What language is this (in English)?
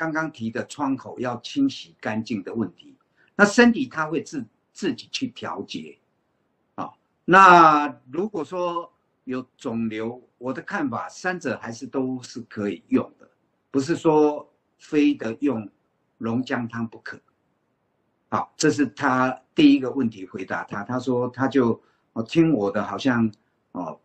Chinese